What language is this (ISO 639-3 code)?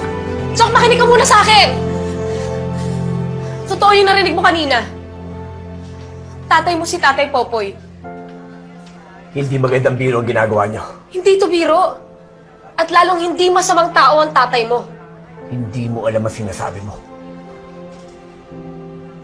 fil